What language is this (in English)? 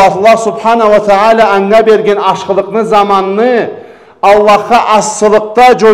Karachay-Balkar